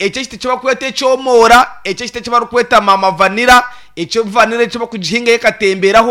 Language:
Nyankole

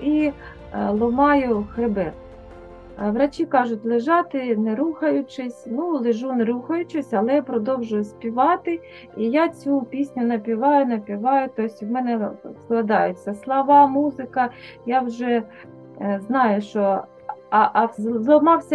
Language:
Ukrainian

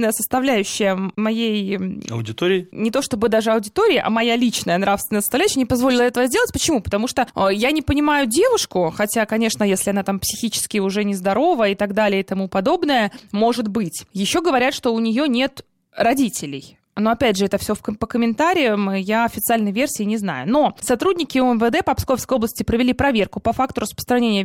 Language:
Russian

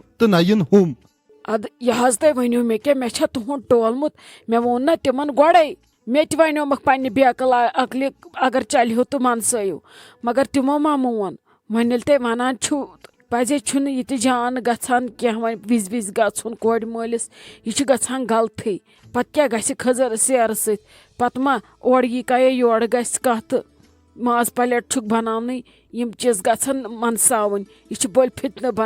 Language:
Kashmiri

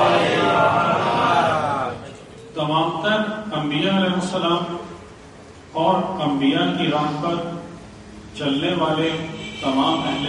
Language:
Urdu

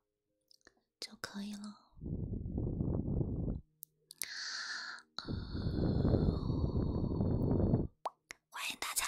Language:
Chinese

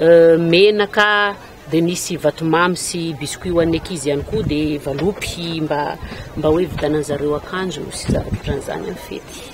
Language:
Malagasy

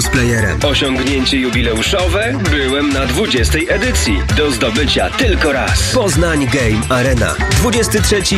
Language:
Polish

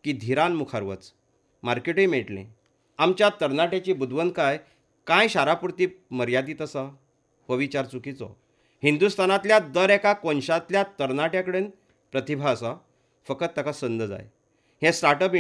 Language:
Konkani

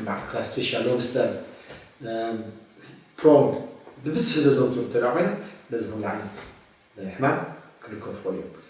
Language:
Tigrinya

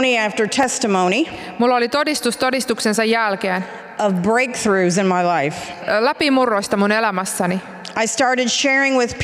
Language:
Finnish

